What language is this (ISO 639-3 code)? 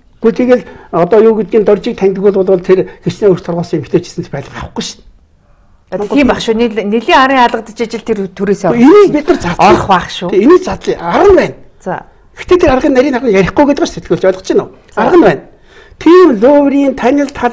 mon